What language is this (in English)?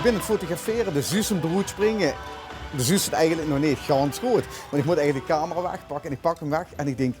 Limburgish